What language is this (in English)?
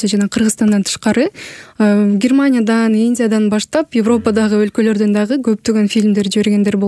Kyrgyz